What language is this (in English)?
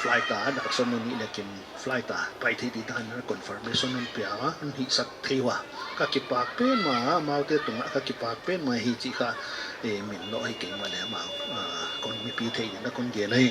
Paite Chin